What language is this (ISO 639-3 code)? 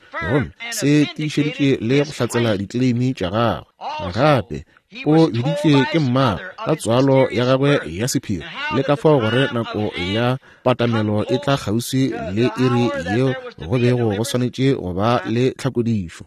nso